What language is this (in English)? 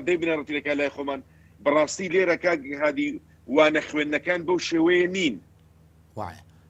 Central Kurdish